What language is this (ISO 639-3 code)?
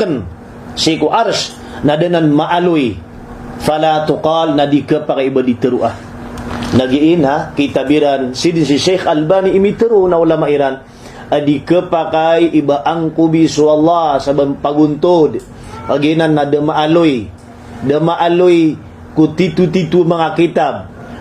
mrw